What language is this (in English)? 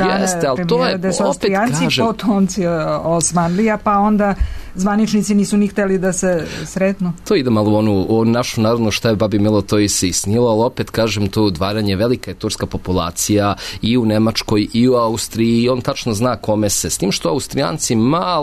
Serbian